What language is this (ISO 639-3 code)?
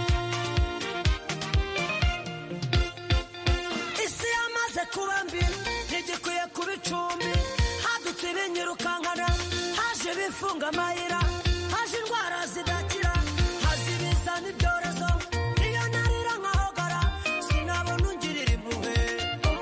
kin